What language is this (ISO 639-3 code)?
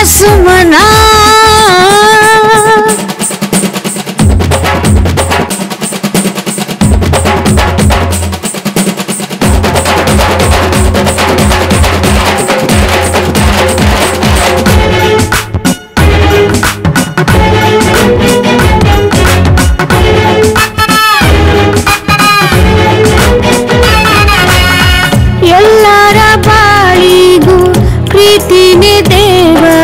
kan